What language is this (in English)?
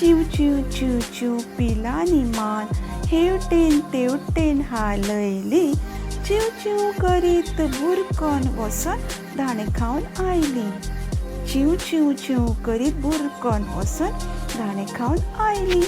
Konkani